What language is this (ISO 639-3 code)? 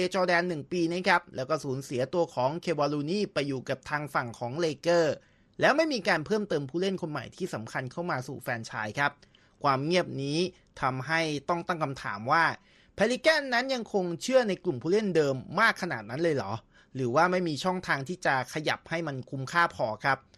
tha